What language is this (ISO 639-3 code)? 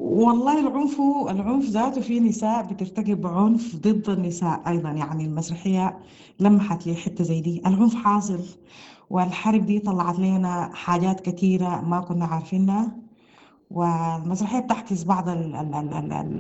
apd